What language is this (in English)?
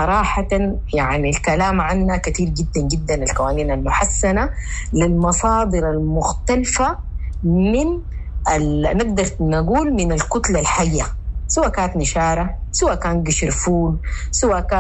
Sudanese Arabic